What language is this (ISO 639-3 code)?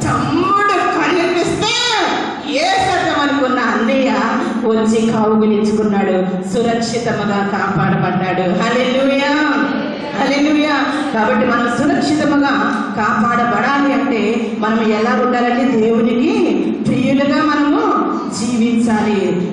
tel